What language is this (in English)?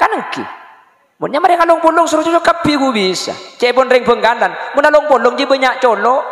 Madurese